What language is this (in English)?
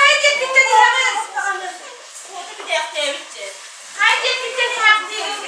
Yakut